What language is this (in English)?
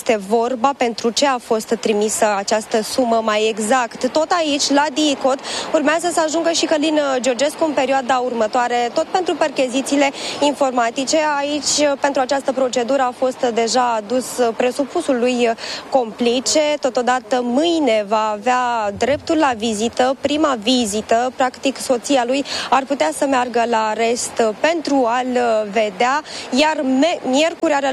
Romanian